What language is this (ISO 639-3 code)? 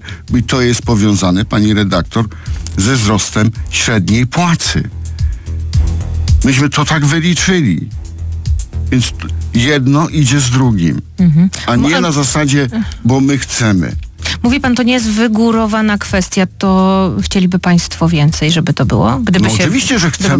pol